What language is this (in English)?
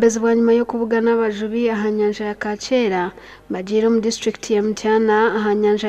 Nyankole